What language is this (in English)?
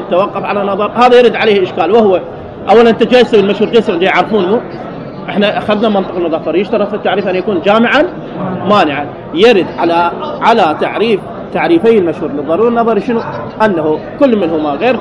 Mesopotamian Arabic